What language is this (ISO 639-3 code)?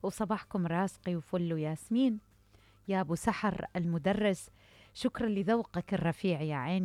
acm